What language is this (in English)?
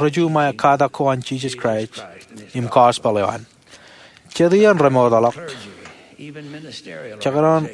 Marshallese